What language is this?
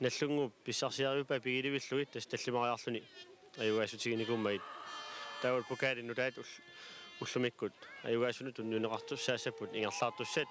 Kalaallisut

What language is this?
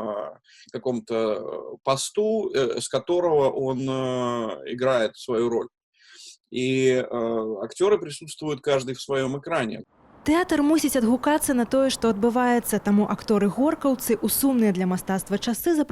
Belarusian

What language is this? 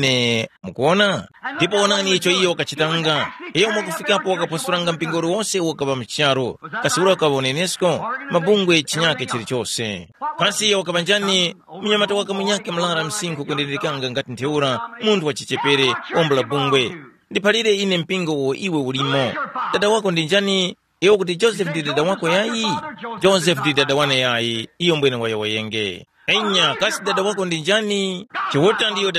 Tumbuka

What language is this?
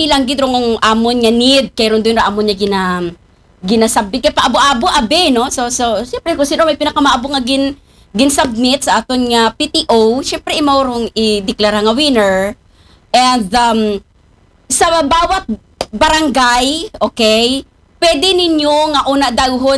Aklanon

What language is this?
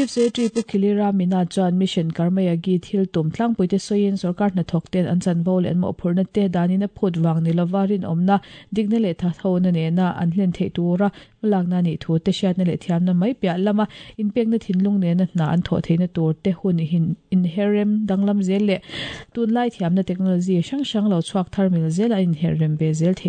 Mizo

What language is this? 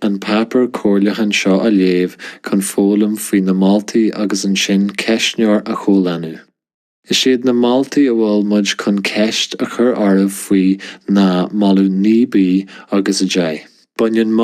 Irish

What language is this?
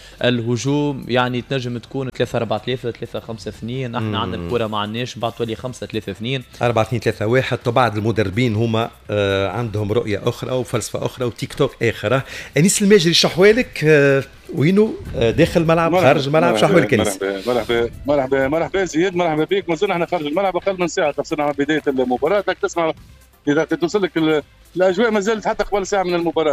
Tunisian Arabic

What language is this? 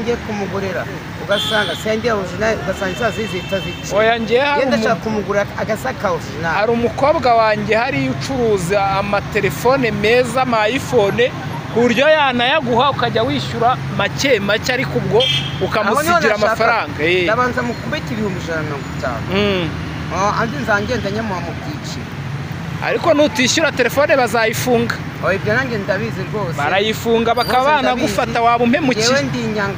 Kinyarwanda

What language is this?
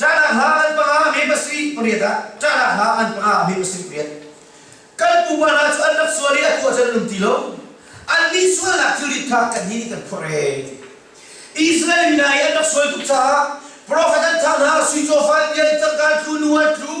Hakha Chin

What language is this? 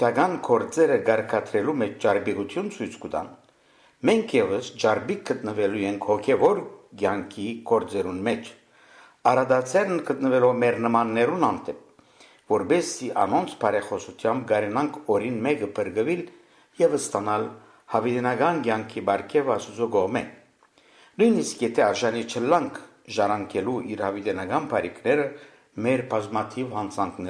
Western Armenian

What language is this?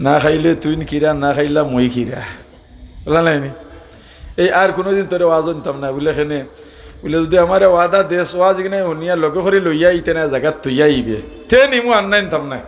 Sylheti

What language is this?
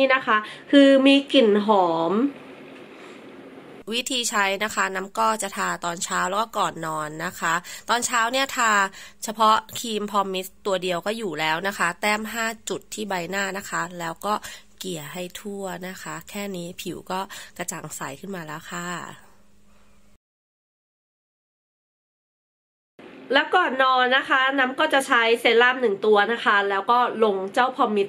Thai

